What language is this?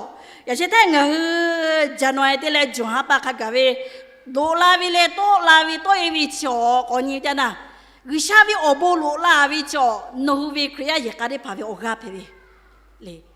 Lahu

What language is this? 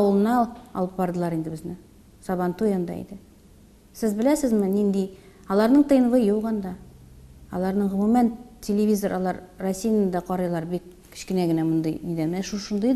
Tatar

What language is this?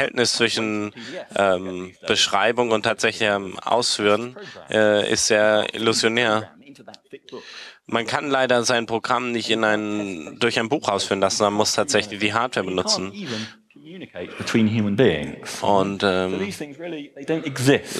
German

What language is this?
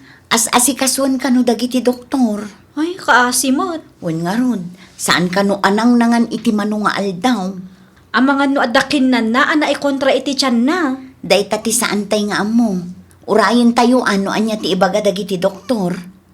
Iloko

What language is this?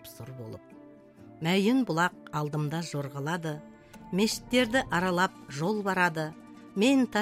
Kazakh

